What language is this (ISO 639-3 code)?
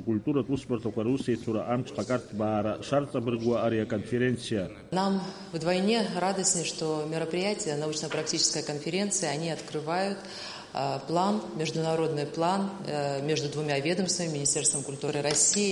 abk